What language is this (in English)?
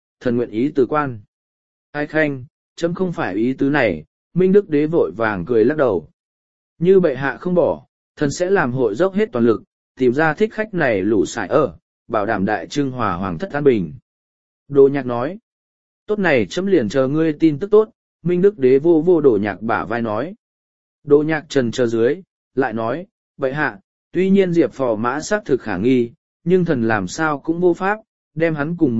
Vietnamese